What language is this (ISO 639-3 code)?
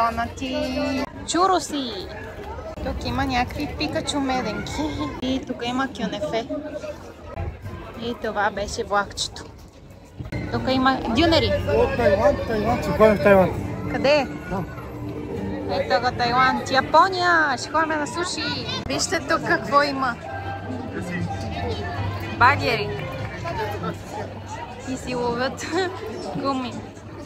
bul